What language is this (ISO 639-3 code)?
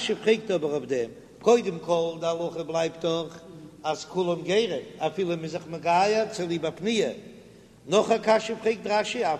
yid